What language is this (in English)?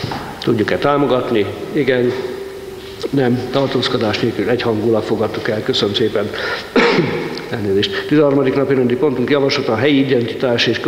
Hungarian